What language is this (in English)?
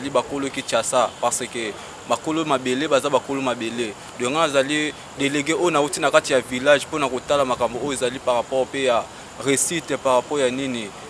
Lingala